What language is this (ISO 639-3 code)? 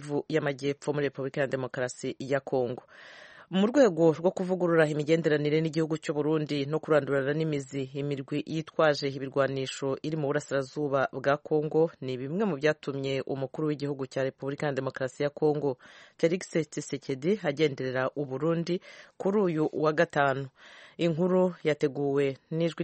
kin